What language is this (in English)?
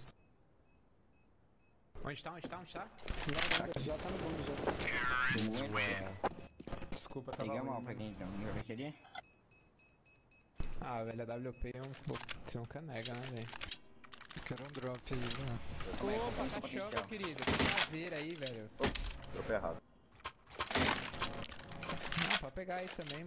Portuguese